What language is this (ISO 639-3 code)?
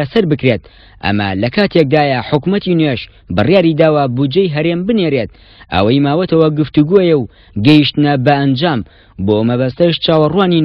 ckb